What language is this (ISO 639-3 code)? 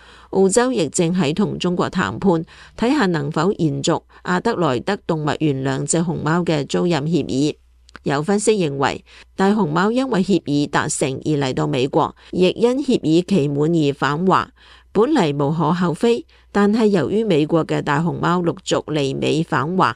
yue